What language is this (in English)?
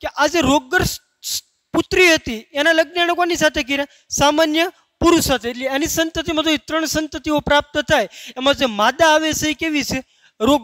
Gujarati